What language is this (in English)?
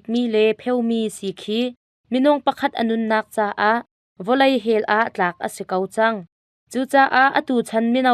Hakha Chin